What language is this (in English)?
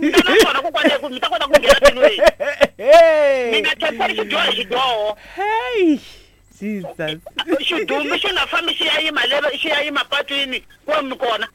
Tsonga